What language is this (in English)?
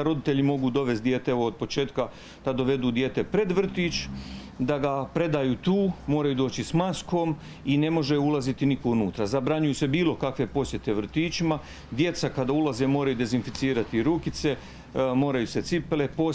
Croatian